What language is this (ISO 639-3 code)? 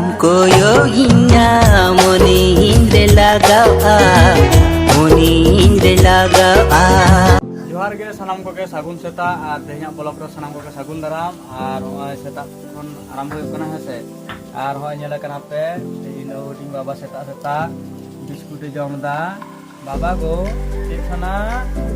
sat